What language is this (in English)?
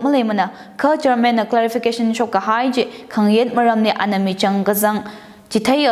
Tangkhul Naga (India)